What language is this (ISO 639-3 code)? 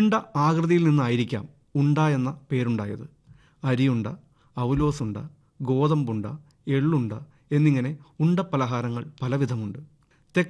mal